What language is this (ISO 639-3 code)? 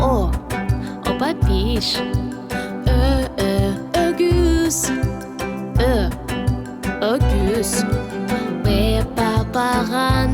crh